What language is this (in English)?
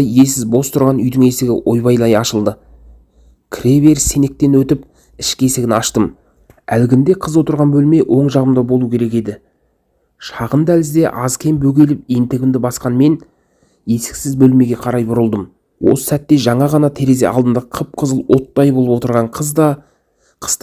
Kazakh